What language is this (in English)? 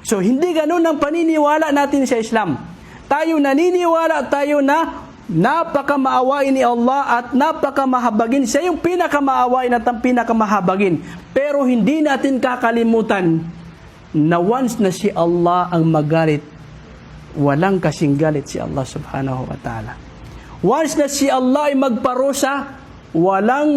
Maranao